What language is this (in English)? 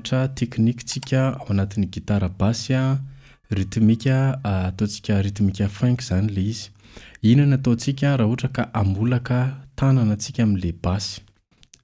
Malagasy